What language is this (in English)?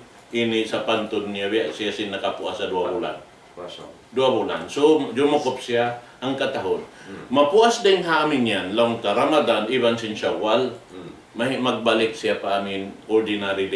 Tausug